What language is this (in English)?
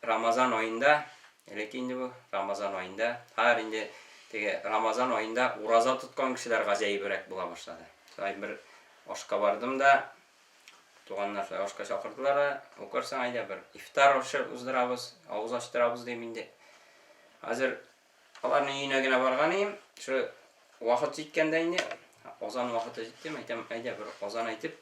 Tatar